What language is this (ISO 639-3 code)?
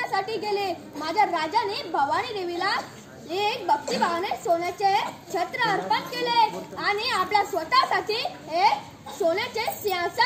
mar